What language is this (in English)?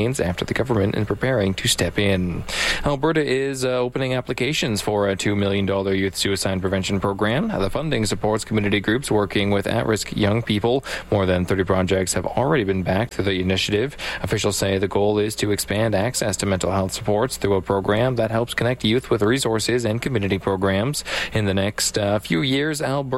English